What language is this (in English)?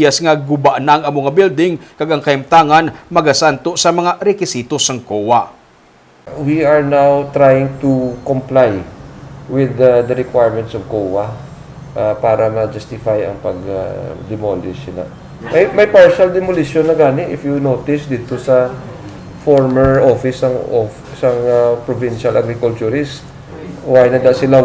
Hiligaynon